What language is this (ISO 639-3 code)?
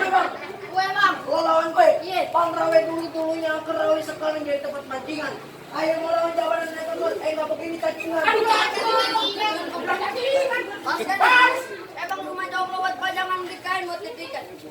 bew